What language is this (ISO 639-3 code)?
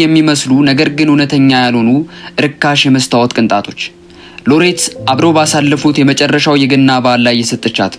amh